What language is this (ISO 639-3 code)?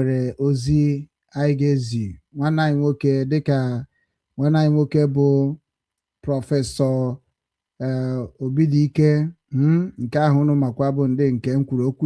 ibo